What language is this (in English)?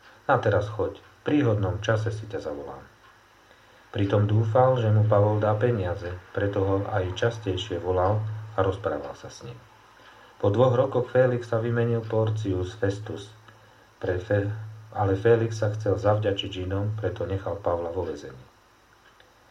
Slovak